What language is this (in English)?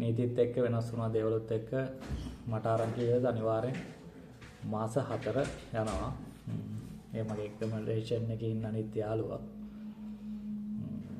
Sinhala